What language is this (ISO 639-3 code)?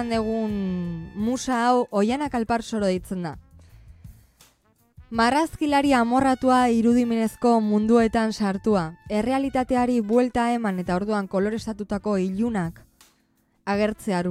eus